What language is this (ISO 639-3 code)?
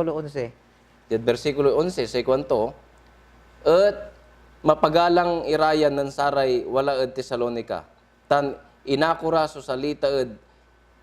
pag